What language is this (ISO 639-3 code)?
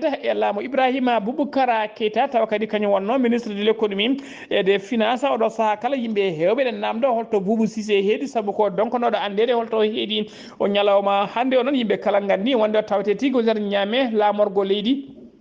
ful